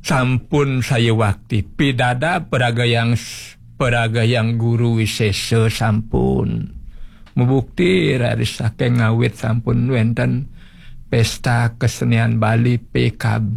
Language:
Balinese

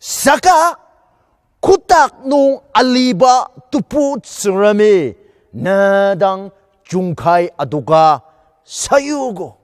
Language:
Ao Naga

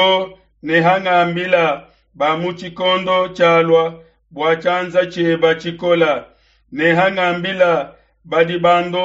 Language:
Luba-Lulua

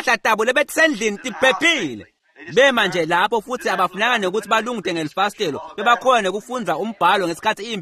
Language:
Swati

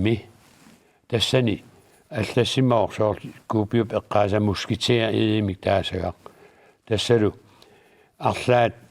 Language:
Kalaallisut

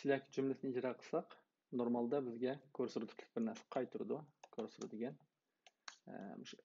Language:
Uyghur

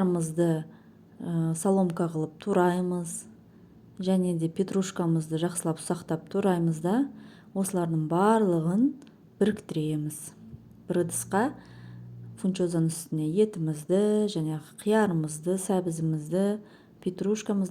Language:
Kazakh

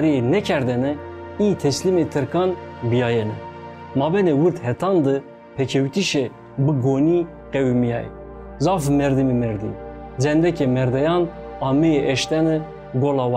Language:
Zaza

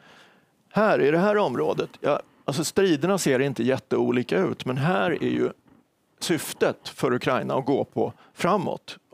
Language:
Swedish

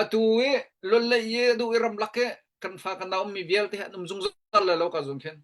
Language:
Hakha Chin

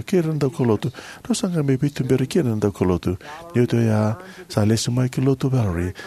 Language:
Fijian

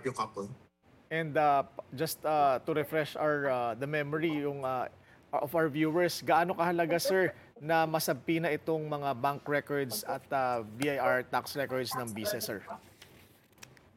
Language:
Filipino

